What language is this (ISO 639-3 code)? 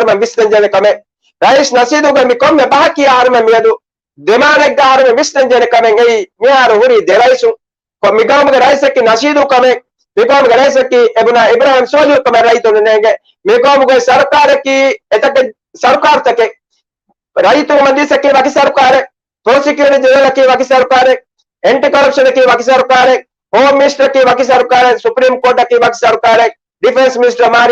div